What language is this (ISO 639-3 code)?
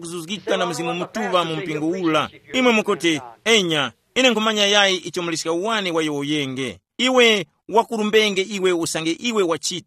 tum